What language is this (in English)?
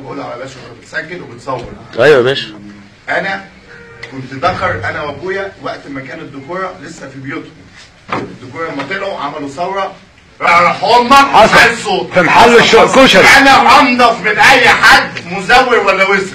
Egyptian Arabic